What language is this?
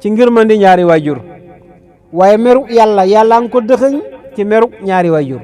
Wolof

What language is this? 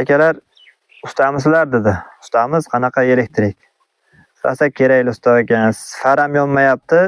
Uzbek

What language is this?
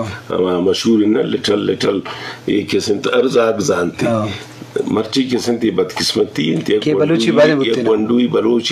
Eastern Balochi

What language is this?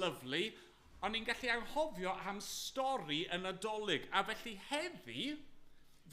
Welsh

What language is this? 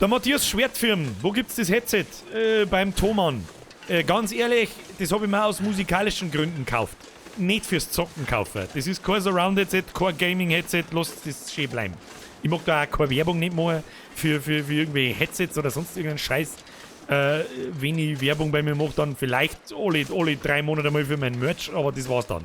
Bavarian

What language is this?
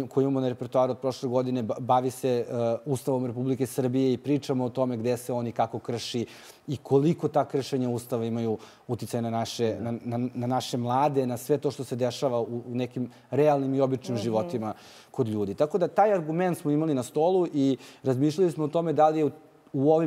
Serbian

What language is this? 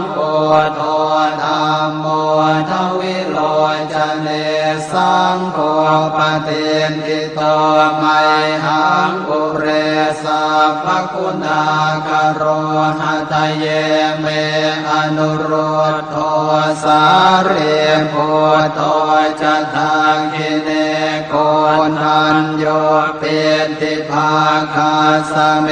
Pali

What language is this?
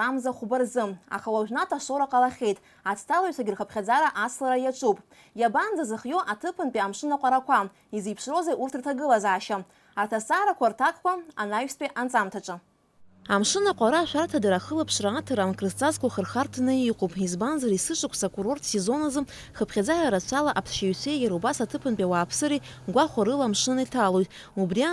Abkhazian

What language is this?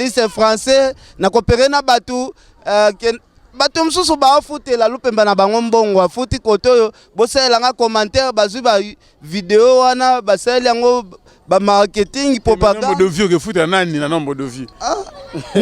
Lingala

